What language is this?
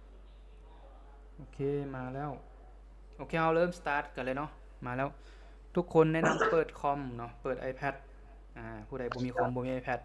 Lao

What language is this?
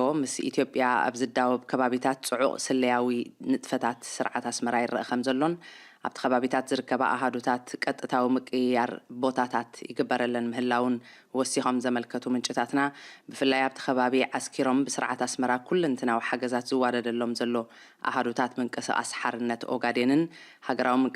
Tigrinya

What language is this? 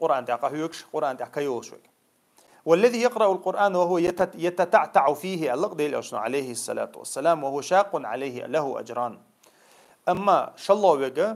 Chechen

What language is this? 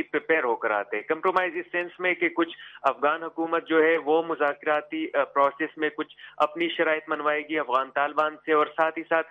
Urdu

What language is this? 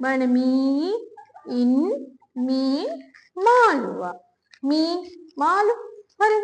Sinhala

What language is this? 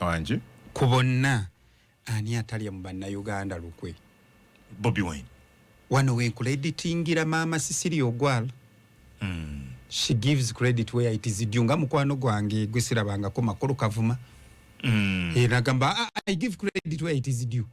Ganda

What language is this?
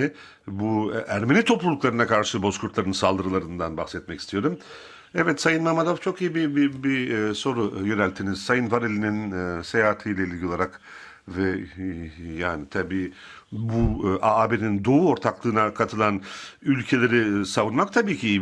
Turkish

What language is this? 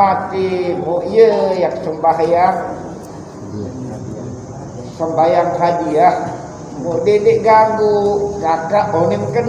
Sasak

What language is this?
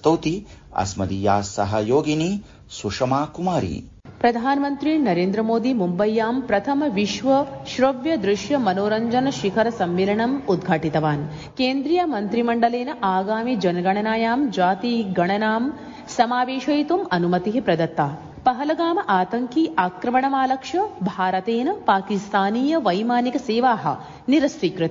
Sanskrit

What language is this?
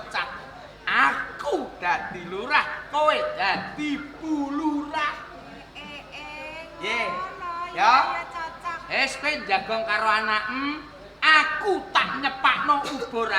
Javanese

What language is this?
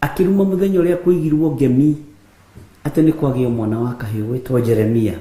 Kikuyu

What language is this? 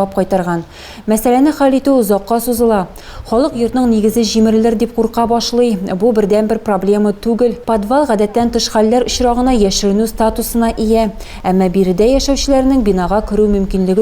Tatar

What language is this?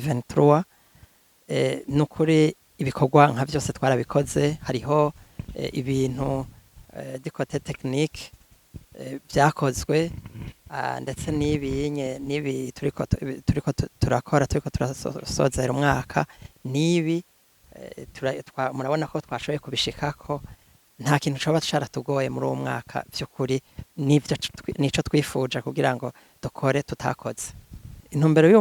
Rundi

